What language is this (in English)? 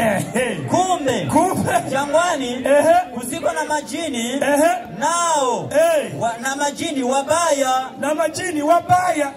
Rundi